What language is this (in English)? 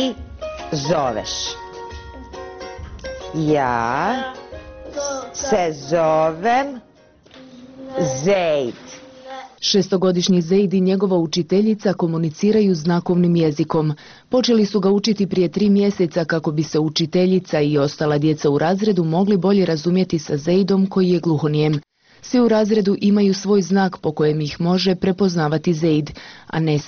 Bosnian